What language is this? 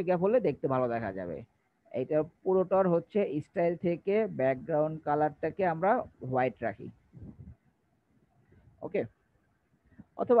Bangla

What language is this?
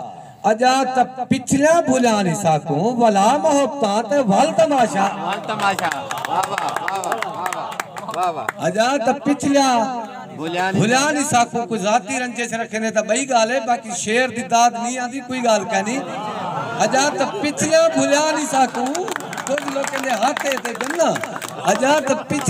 Saraiki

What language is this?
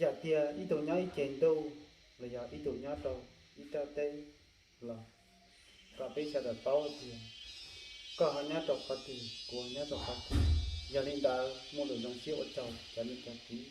Hmong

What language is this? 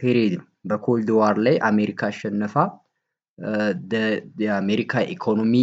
Amharic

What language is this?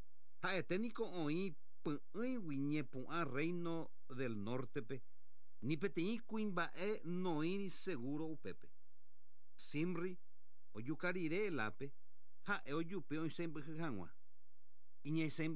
Guarani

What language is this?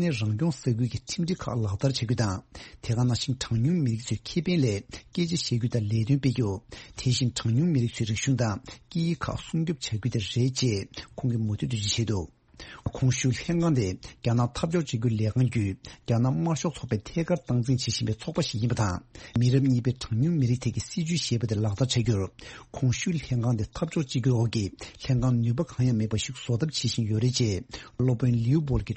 Tibetan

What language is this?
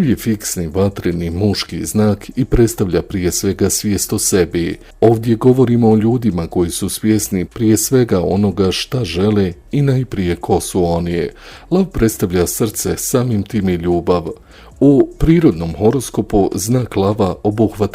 Bosnian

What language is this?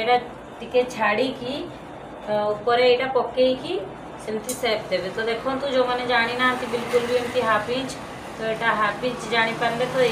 Odia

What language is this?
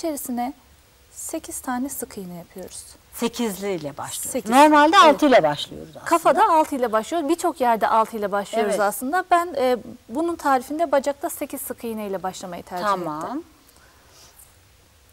Turkish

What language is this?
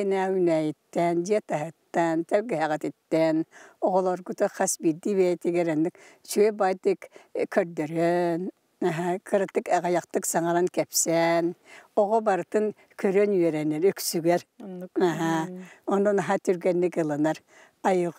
Yakut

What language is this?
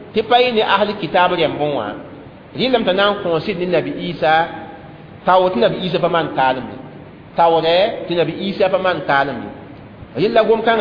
Mossi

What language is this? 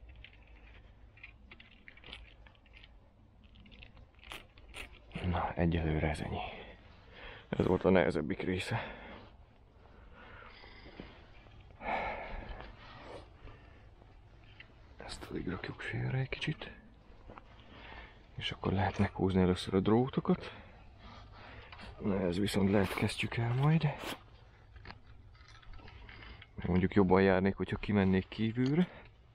Hungarian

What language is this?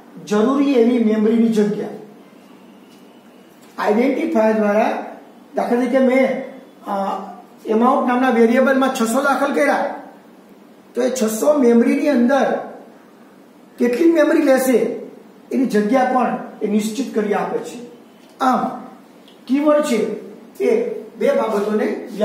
Gujarati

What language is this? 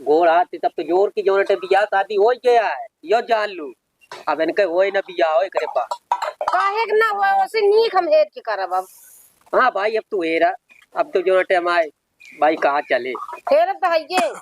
Awadhi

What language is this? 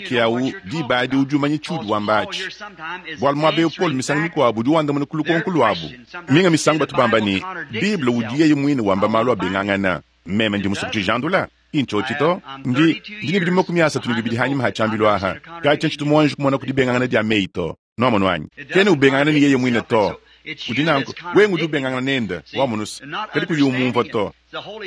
Luba-Lulua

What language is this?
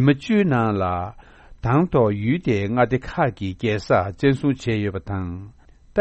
Tibetan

